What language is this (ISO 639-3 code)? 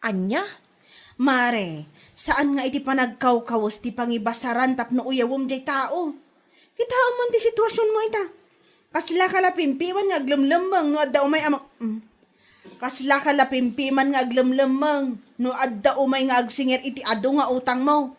ilo